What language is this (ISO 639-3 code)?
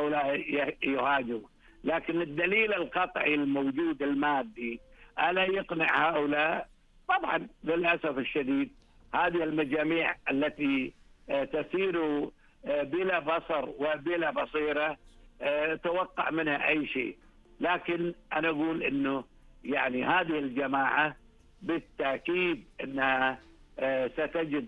ara